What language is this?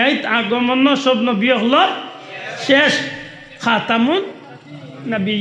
Sylheti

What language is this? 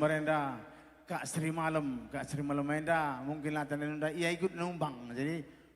Batak Karo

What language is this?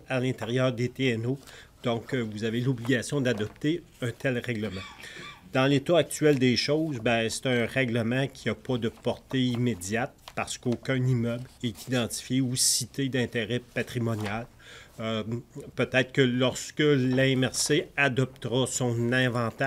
French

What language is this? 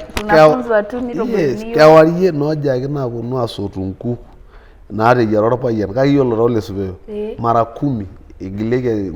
Masai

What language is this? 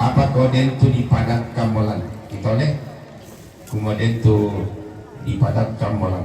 Toraja-Sa'dan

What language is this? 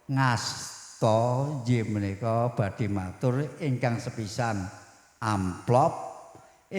Javanese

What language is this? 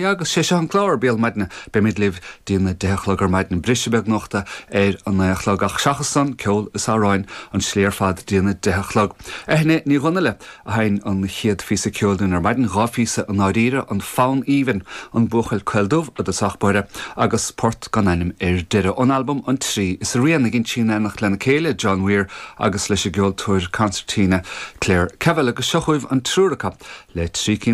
Irish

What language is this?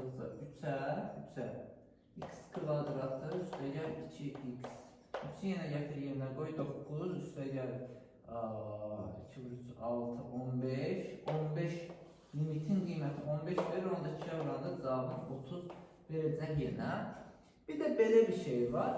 Azerbaijani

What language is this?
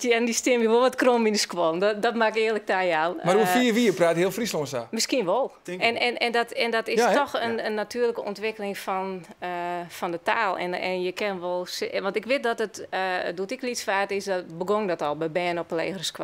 Western Frisian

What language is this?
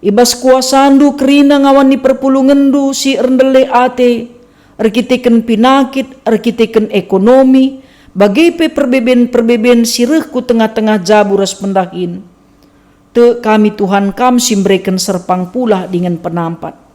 Batak Karo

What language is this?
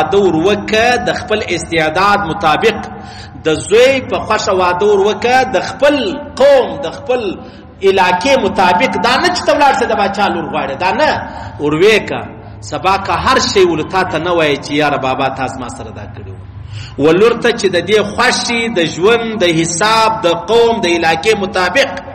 Pashto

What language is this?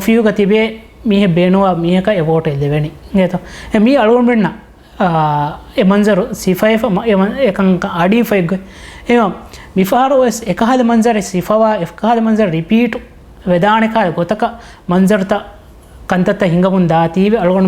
Divehi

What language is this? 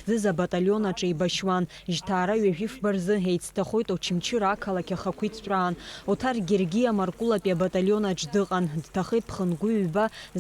Abkhazian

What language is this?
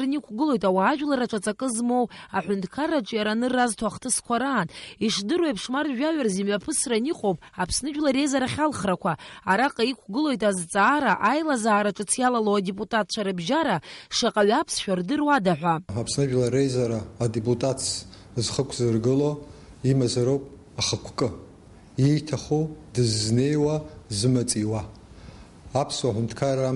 Abkhazian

